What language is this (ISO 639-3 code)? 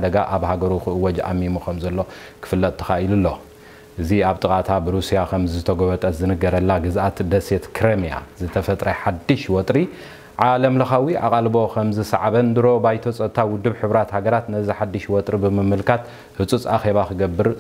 tir